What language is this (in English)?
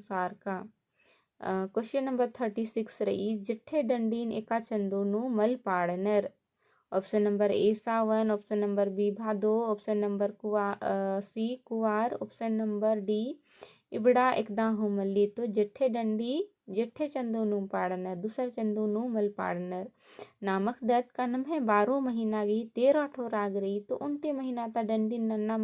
Kurukh